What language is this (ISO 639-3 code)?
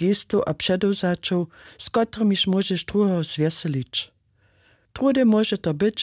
hsb